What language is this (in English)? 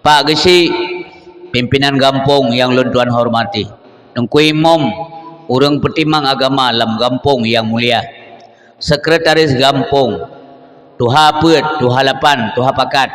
Achinese